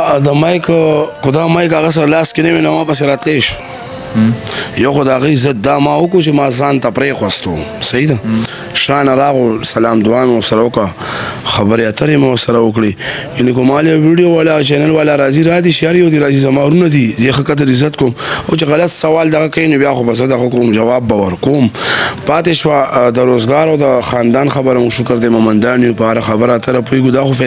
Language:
Pashto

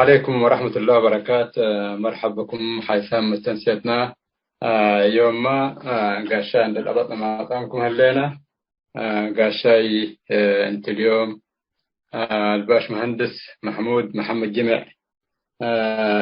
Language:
Tigre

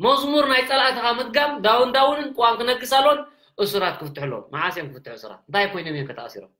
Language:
Tigrinya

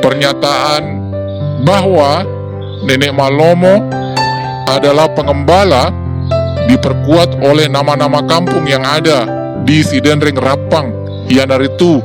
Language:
Buginese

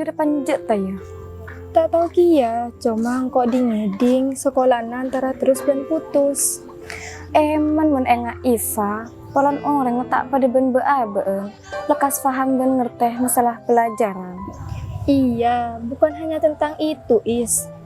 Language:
Madurese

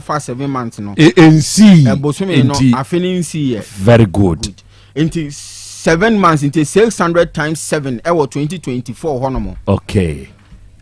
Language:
Akan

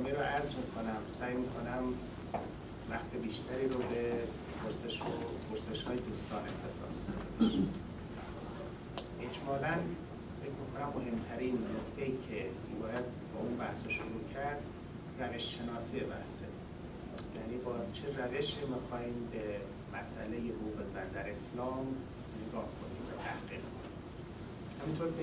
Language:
Persian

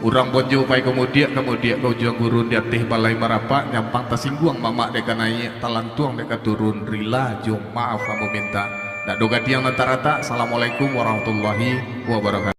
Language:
Minangkabau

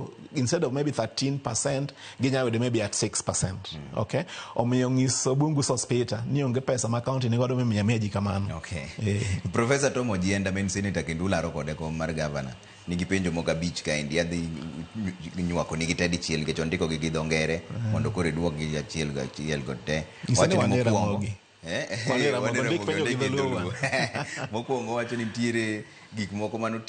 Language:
Luo (Kenya and Tanzania)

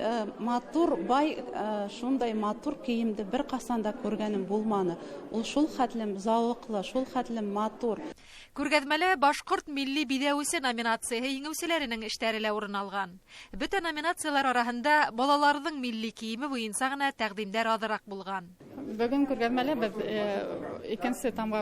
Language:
Bashkir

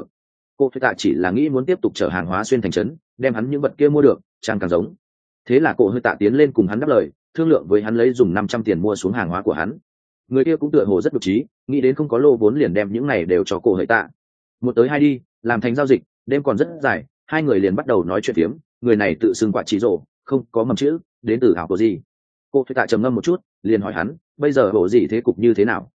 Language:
Vietnamese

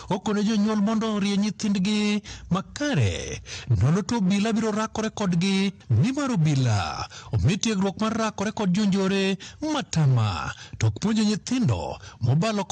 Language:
Luo (Kenya and Tanzania)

